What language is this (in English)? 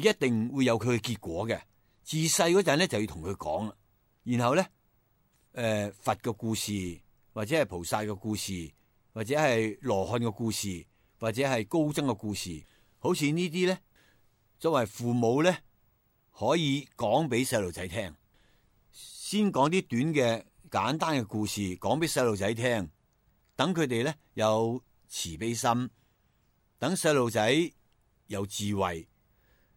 Cantonese